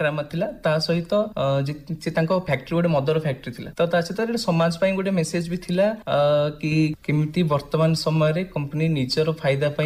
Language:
Odia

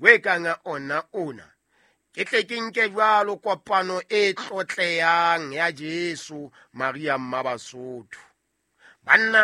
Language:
Southern Sotho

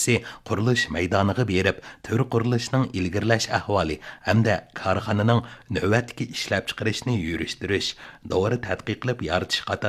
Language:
Uyghur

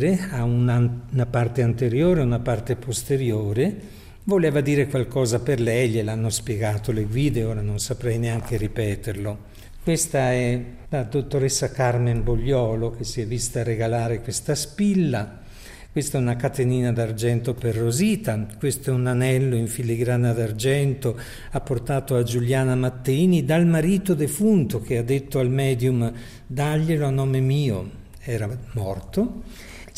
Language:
Italian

